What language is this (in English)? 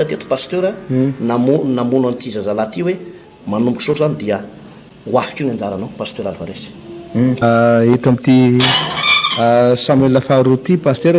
Malagasy